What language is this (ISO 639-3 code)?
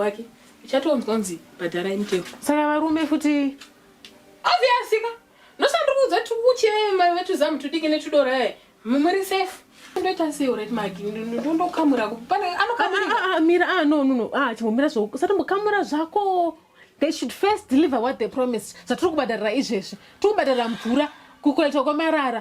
sna